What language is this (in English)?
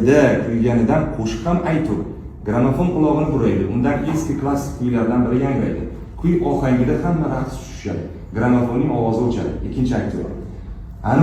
Uzbek